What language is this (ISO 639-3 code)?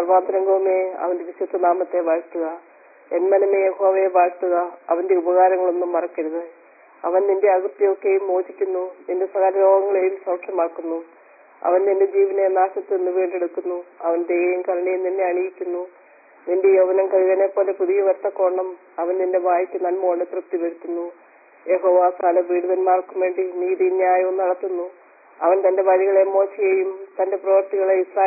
mal